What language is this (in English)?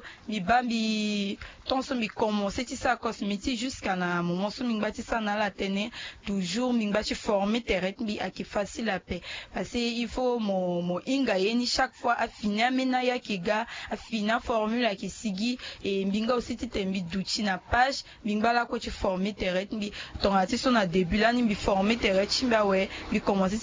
Sango